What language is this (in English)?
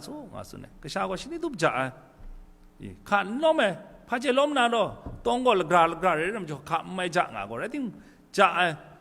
Kachin